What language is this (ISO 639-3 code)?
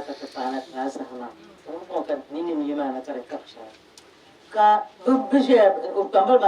dag